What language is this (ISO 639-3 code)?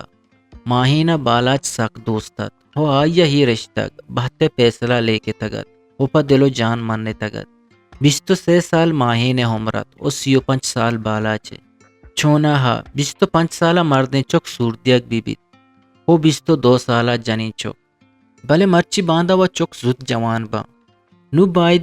bgp